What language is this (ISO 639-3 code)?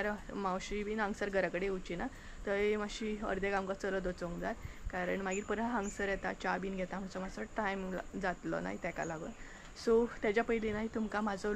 kok